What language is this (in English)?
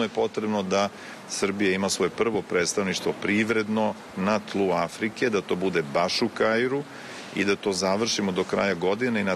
Serbian